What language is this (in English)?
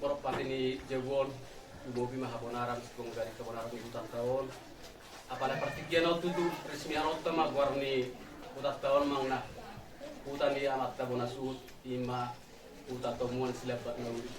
Batak Toba